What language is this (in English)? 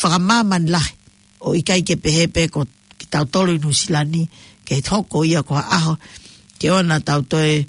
Tongan